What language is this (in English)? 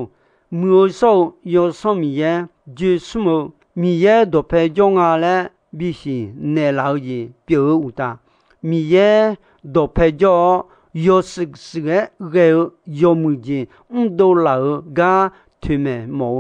Akha